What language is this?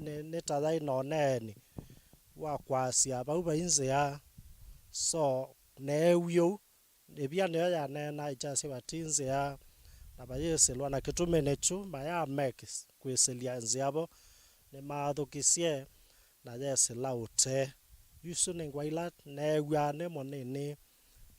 Kamba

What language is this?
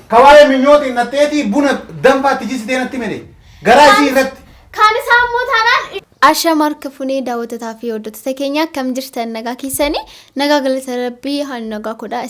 Oromo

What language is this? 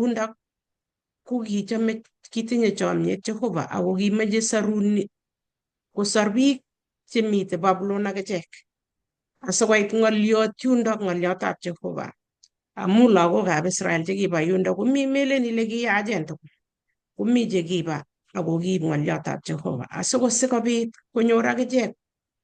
Kalenjin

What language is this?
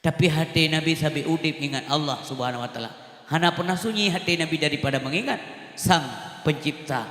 Achinese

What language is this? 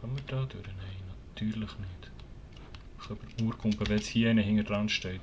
Swiss German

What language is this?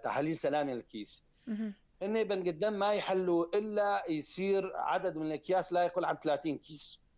North Levantine Arabic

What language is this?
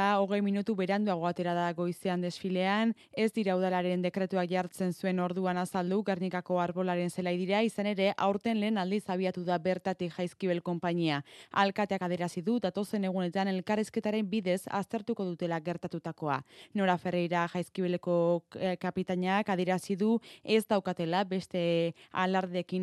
Basque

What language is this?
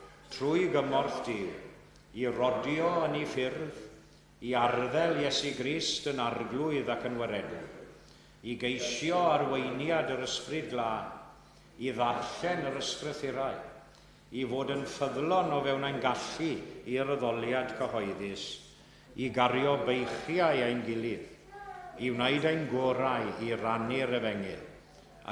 Welsh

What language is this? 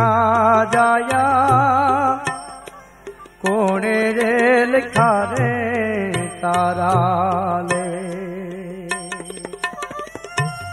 Gujarati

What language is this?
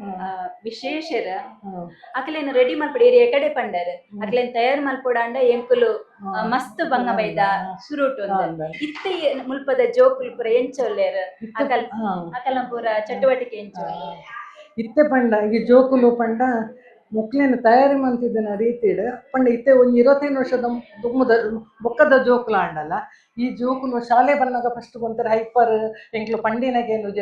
Tulu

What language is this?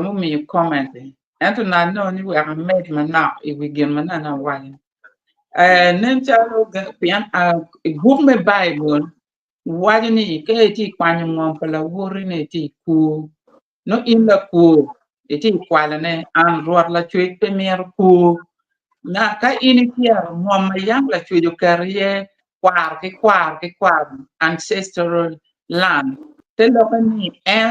Acoli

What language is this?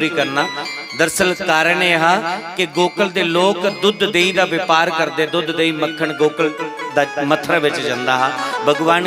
Dogri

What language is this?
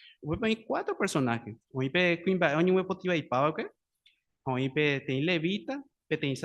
Guarani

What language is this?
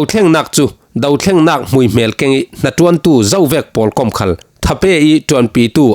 Falam Chin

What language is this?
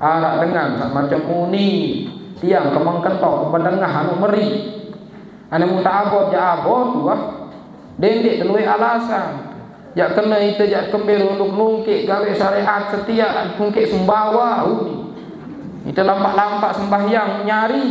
Sasak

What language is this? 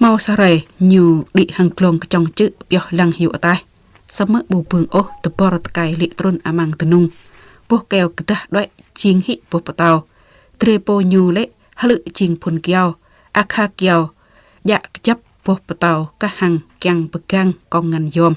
Jarai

